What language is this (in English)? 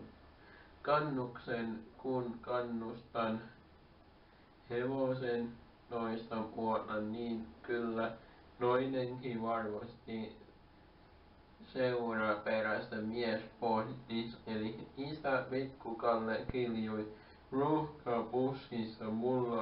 Finnish